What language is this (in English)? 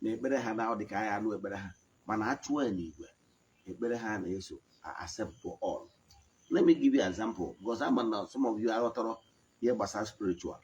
Igbo